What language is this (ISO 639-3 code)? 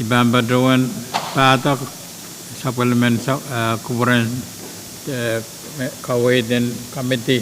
pon